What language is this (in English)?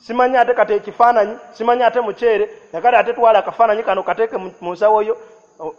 Ganda